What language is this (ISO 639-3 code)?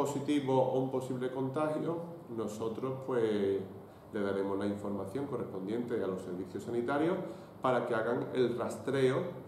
spa